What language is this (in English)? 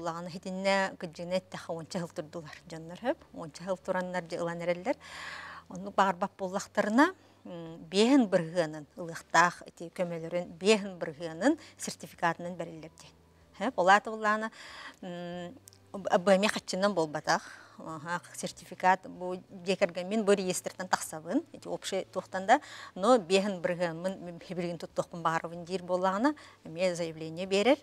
Yakut